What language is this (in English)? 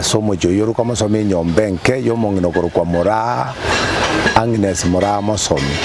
Gusii